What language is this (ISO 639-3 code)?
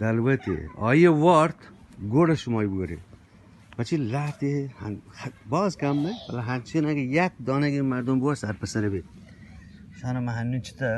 bgp